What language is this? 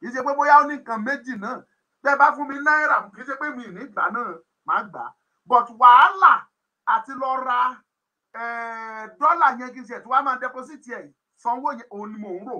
Yoruba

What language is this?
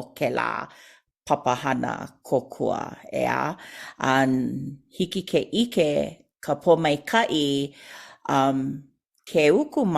Hawaiian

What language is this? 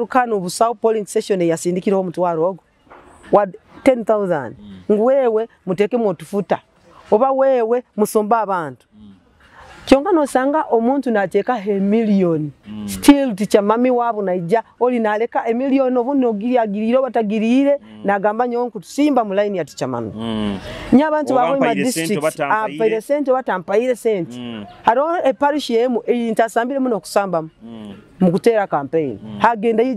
Nyoro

